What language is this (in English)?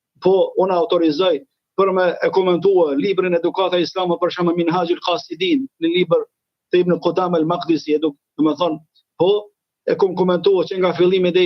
Albanian